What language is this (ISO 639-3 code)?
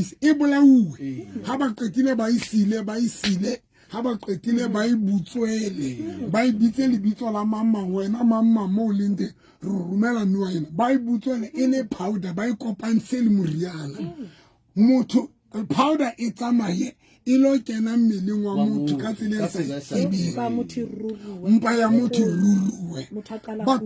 sot